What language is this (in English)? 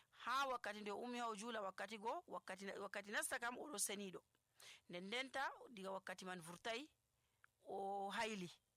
Nigerian Fulfulde